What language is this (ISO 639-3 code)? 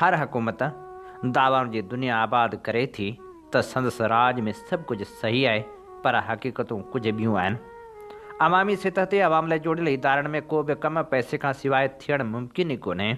snd